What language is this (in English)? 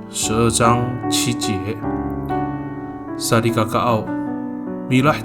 Amis